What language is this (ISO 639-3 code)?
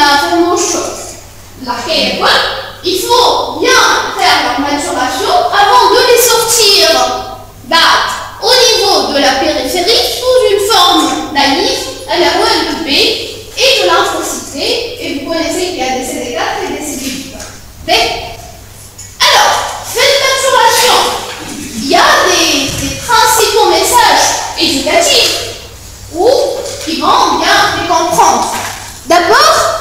fra